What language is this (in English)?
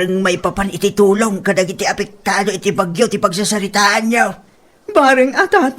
Iloko